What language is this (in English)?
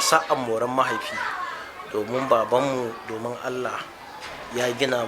Hausa